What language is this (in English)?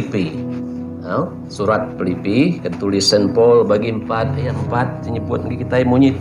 Iban